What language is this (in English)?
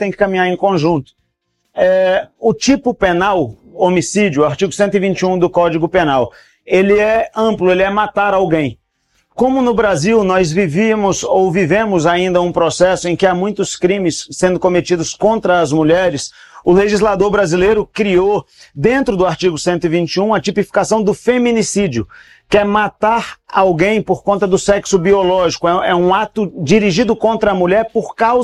Portuguese